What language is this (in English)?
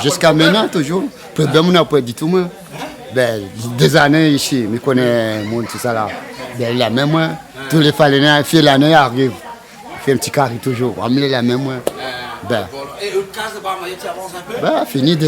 Réunion Creole French